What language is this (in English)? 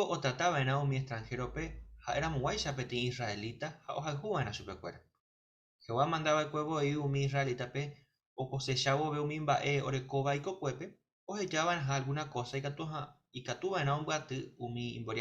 Guarani